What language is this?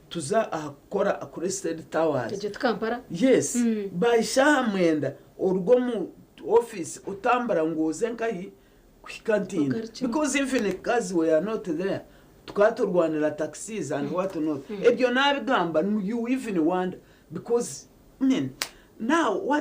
Nyankole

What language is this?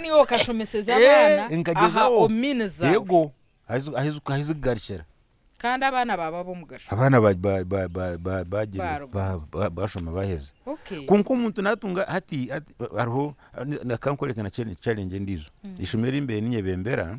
Nyankole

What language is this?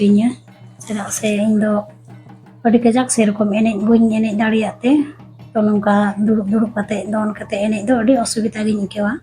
Santali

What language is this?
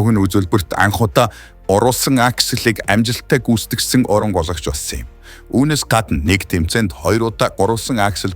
Mongolian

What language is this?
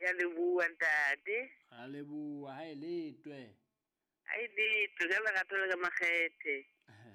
Southern Sotho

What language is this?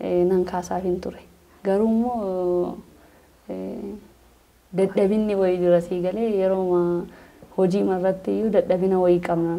Oromo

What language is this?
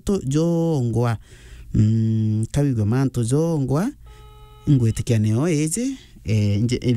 Meru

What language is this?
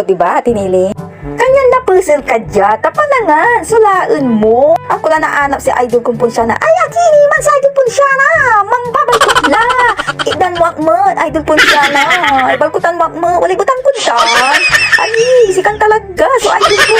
Pangasinan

